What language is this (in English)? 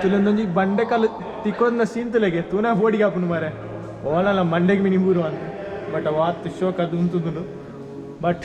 Tulu